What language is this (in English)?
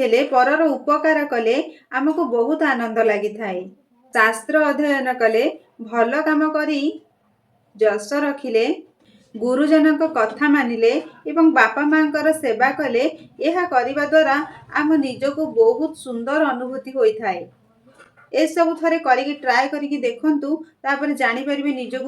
Odia